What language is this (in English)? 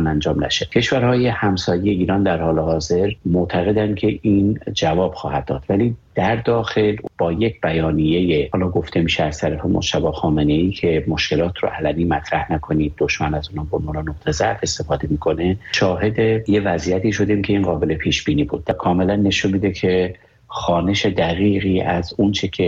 Persian